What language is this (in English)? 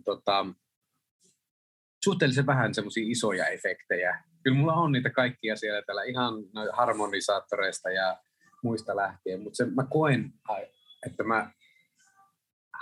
Finnish